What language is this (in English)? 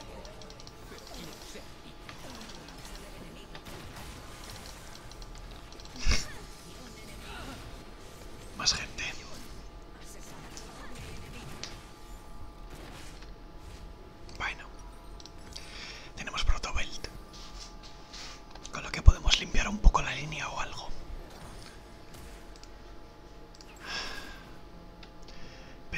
Spanish